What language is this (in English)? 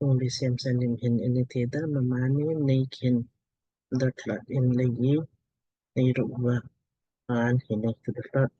Lamkang